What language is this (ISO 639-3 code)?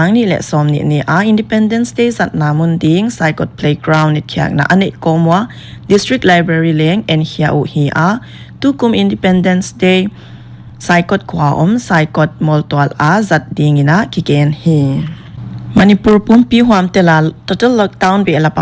pck